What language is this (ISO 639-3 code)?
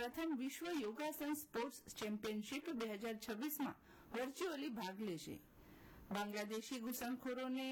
guj